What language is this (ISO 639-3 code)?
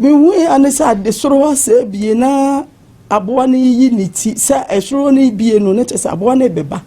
aka